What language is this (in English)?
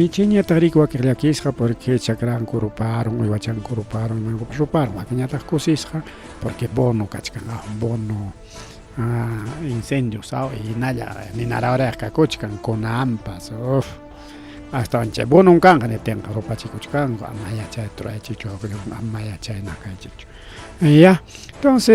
Ayacucho Quechua